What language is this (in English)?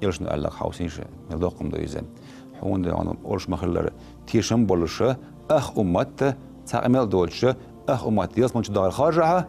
Chechen